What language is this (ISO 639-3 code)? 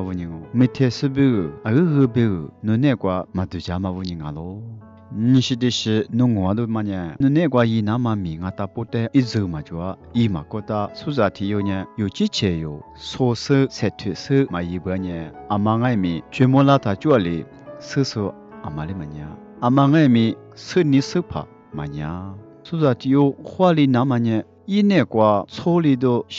lis